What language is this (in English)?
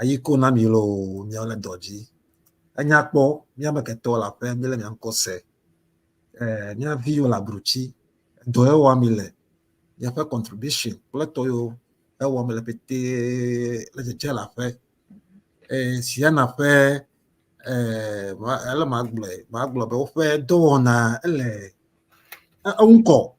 Ewe